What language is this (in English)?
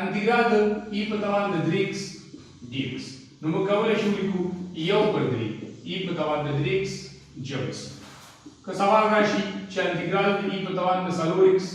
Pashto